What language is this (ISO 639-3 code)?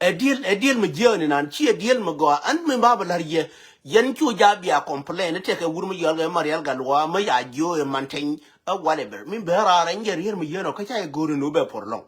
nus